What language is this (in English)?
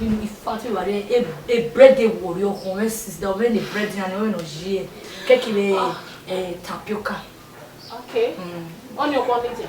Bini